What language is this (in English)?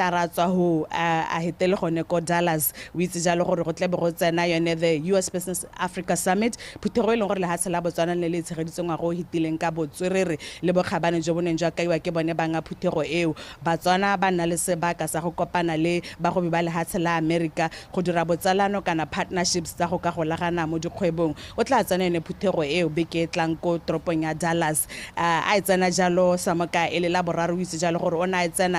Tswana